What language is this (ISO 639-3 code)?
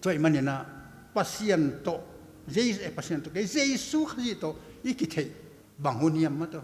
ctd